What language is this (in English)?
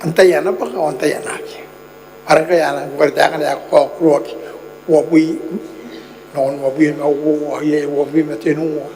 Gilbertese